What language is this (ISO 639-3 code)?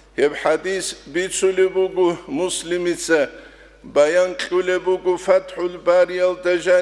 ava